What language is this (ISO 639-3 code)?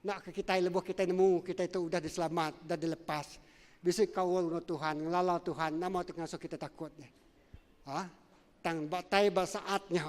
iba